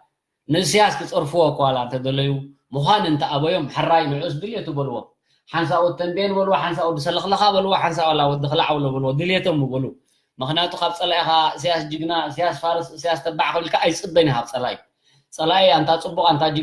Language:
Tigrinya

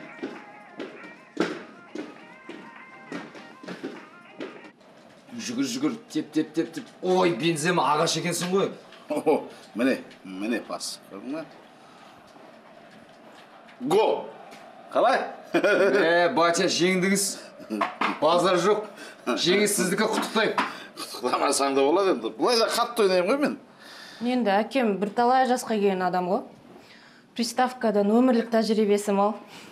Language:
Kazakh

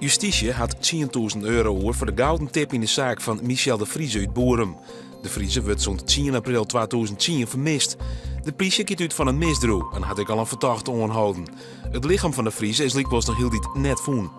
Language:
Western Frisian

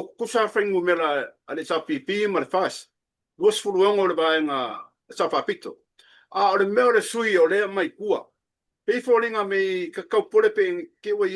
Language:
Samoan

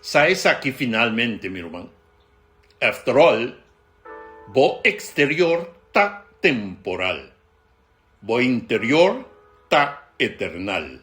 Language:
Papiamento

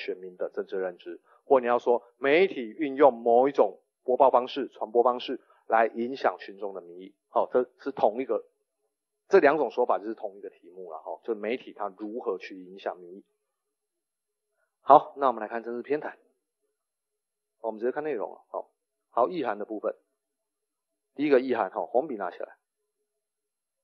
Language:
Chinese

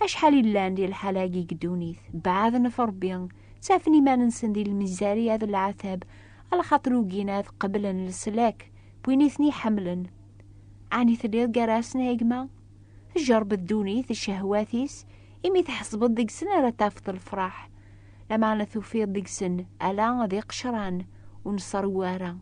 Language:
Kabyle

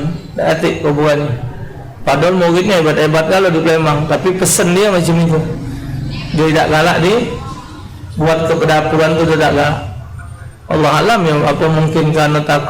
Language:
Musi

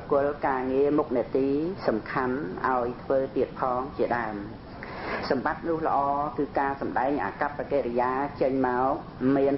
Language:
Khmer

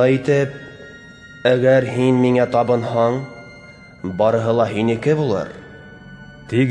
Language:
Bashkir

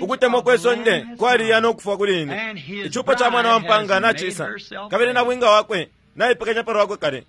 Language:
Bemba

